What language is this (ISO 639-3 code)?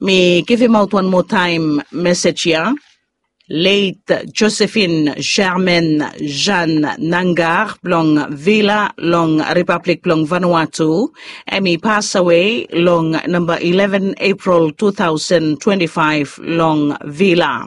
bis